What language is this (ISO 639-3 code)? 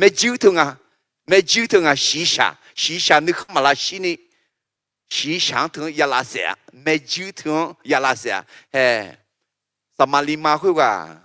ahk